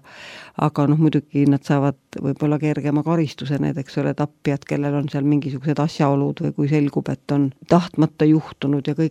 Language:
Estonian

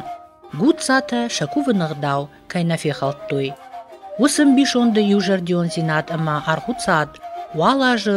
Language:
Ossetic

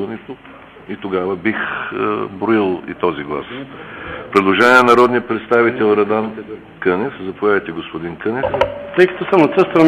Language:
Bulgarian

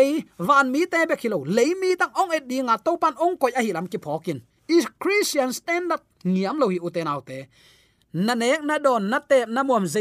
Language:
Tedim Chin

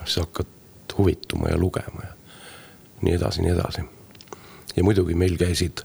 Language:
Estonian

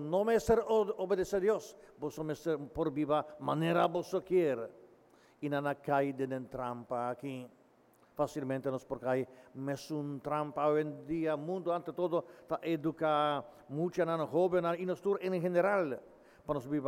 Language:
Papiamento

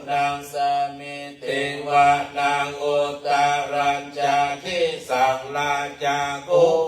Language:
Pali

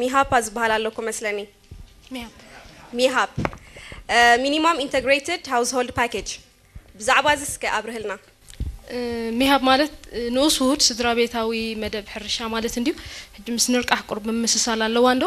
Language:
Tigrinya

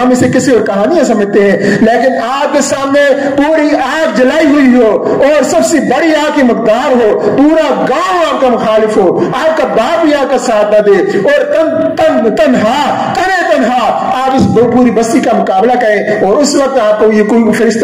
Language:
Urdu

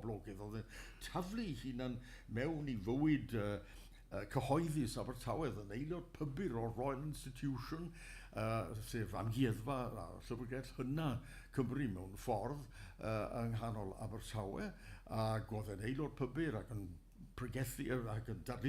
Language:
Welsh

